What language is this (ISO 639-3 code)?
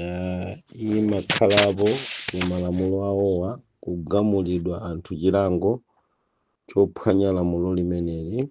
nya